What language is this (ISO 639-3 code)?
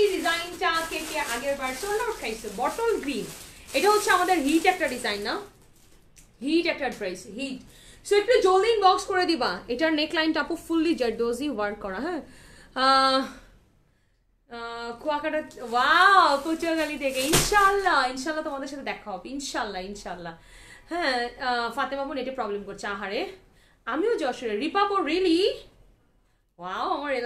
ben